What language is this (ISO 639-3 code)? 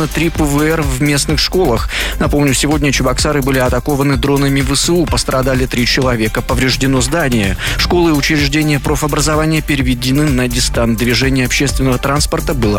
rus